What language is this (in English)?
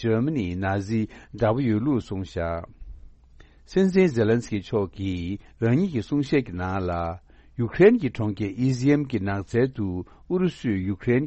Tibetan